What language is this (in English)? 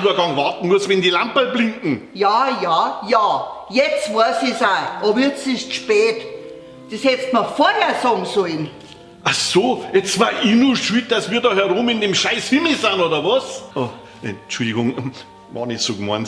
Bavarian